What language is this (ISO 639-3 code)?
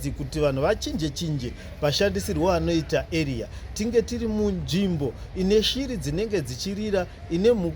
sna